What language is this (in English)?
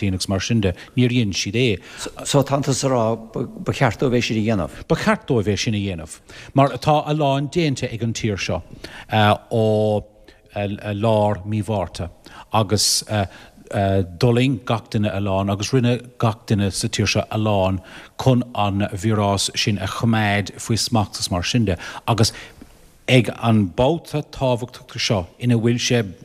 Irish